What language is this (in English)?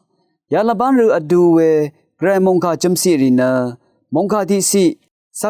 Rawang